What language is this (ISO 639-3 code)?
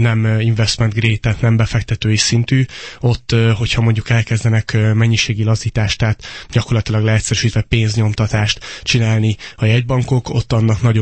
hun